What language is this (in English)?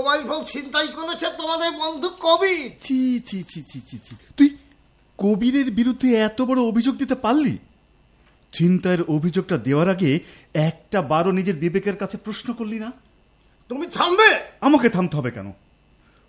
Bangla